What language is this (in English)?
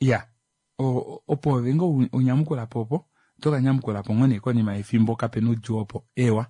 Kuanyama